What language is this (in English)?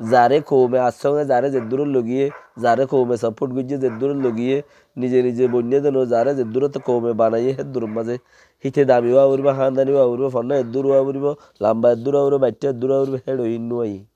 Rohingya